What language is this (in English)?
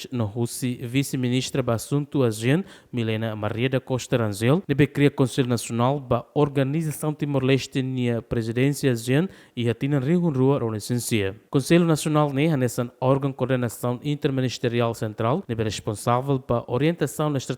Tetum